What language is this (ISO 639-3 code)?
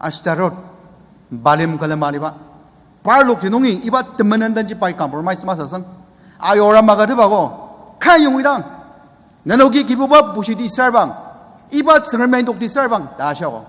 njo